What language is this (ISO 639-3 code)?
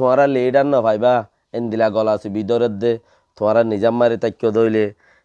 rhg